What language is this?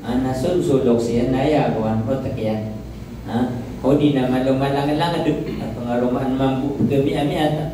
Maranao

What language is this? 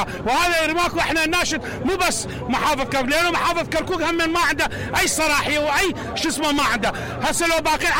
Mesopotamian Arabic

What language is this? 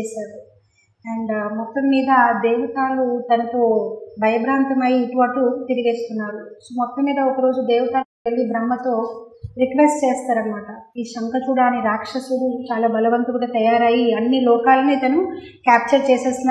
Telugu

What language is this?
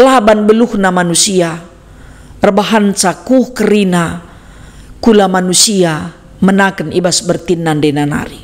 Batak Karo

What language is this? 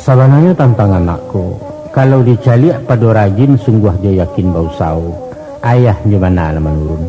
Minangkabau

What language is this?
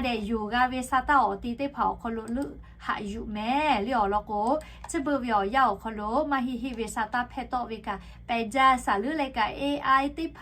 Lahu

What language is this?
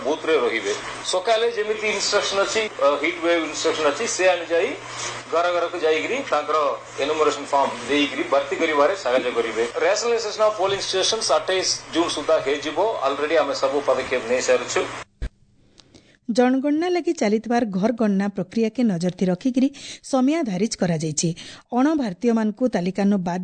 Odia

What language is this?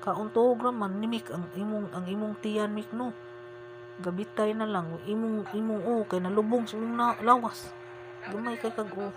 Cebuano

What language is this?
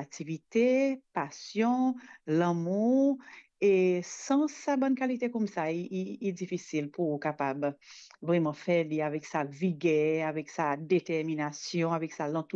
Morisyen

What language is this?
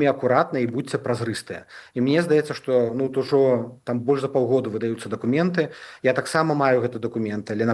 Belarusian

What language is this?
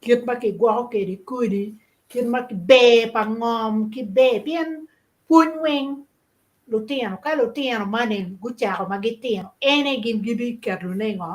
Acoli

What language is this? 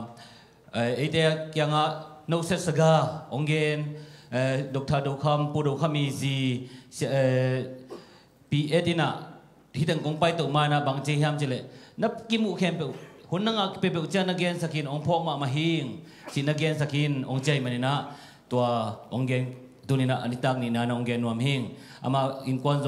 Tedim Chin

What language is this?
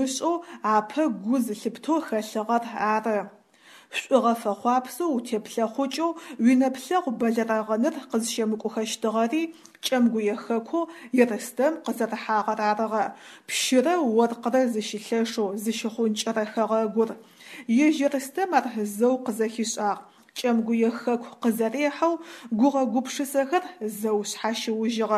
Adyghe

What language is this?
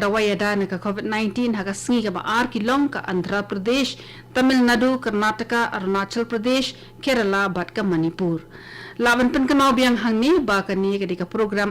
Khasi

